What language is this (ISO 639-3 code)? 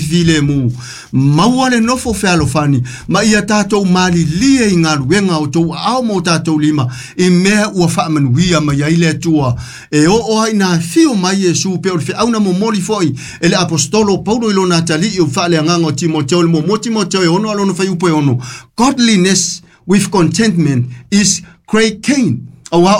smo